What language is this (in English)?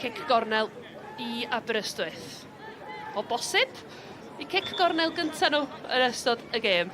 Welsh